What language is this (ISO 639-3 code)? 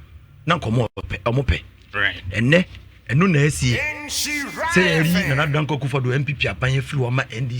aka